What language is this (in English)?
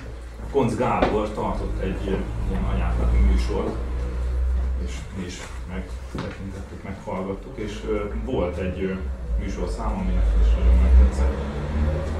Hungarian